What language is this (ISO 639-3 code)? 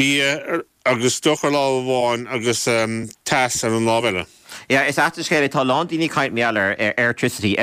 gle